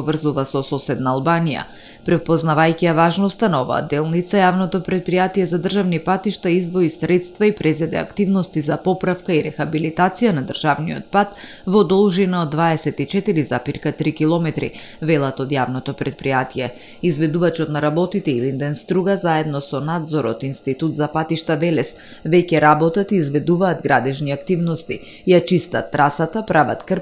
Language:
Macedonian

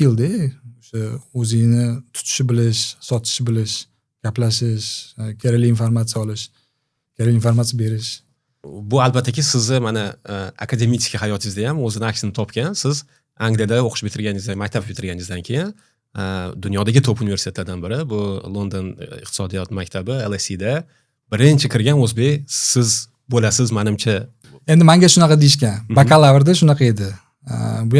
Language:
Uzbek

